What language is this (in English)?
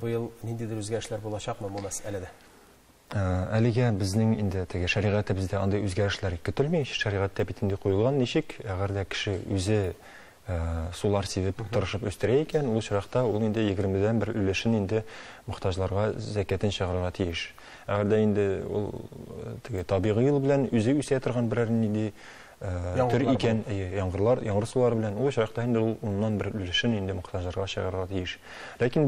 Tatar